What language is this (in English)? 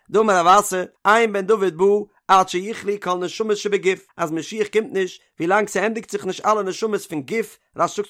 Yiddish